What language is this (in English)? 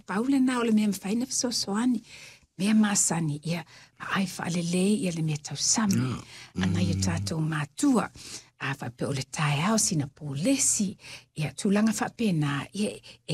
Samoan